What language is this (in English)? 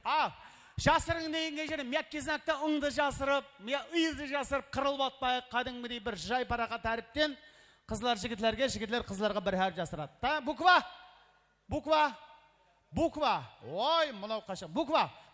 Kara-Kalpak